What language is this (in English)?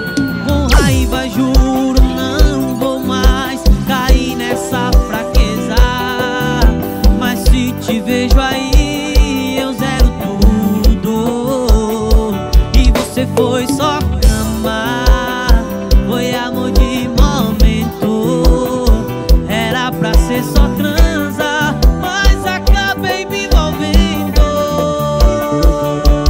Portuguese